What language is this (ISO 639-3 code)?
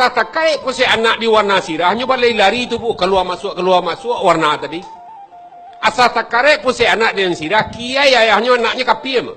min